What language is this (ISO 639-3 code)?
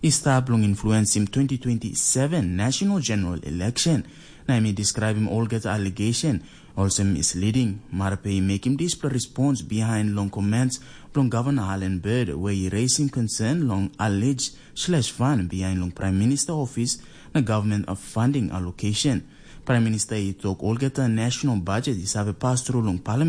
tpi